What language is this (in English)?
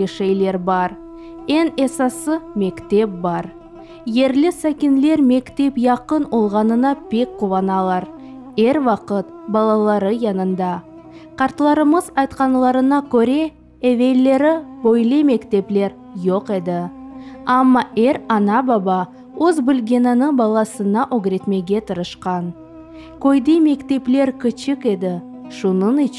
Crimean Tatar